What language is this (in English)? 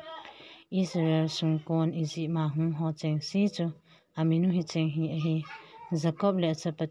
Thado Chin